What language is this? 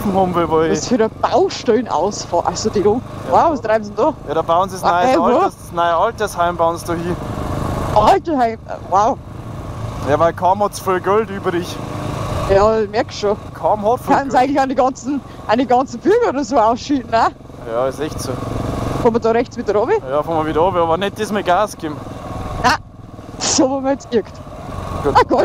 Bavarian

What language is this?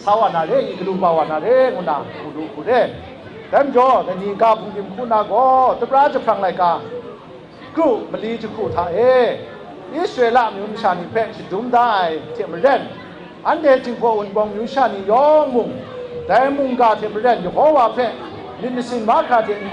Kachin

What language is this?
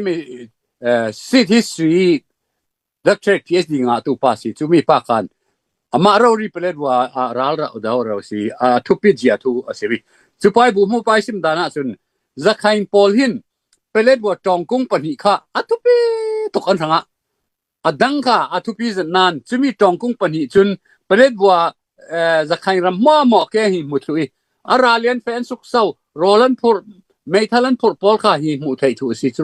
Falam Chin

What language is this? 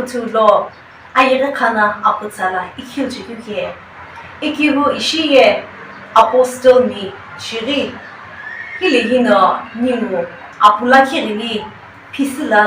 Sumi Naga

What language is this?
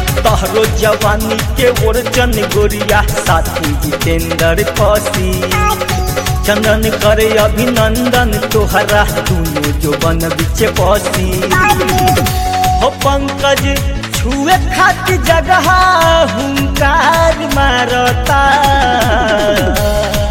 Bhojpuri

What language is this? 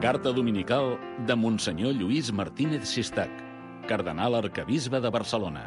Catalan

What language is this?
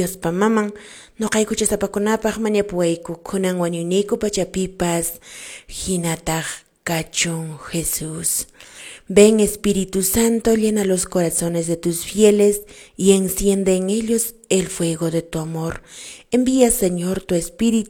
Quechua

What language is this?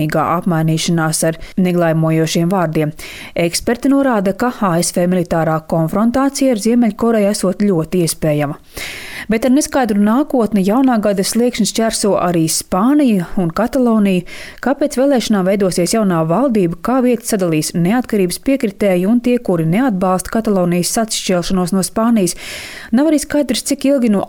Latvian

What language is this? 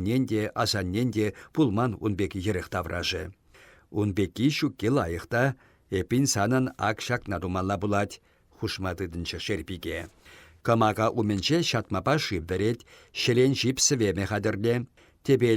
Chuvash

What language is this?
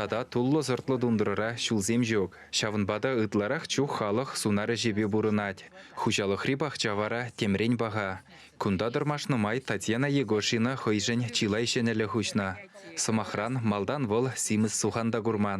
Chuvash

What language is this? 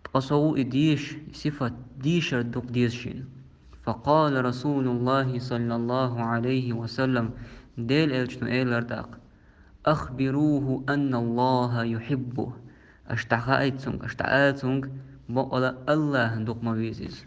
Chechen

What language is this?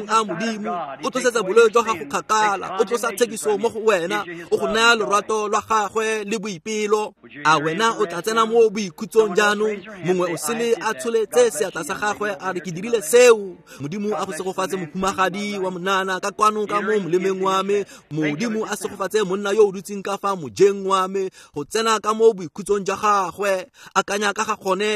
Tswana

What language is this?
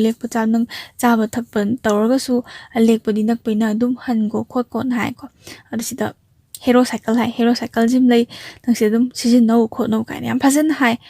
Manipuri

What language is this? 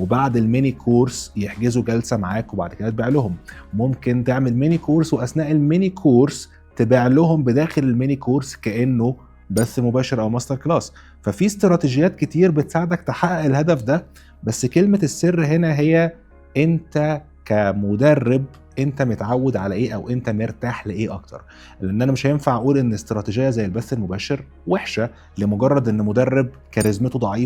Egyptian Arabic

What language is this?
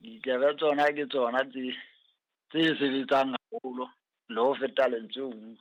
Southern Sotho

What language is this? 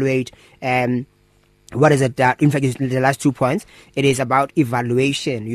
English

